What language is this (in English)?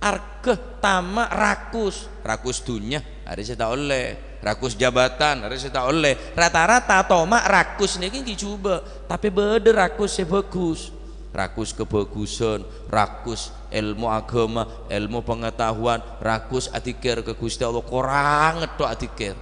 Madurese